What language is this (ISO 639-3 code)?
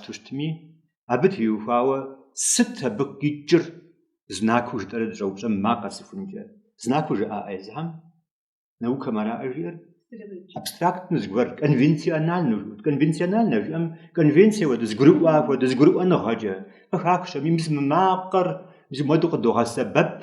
kbd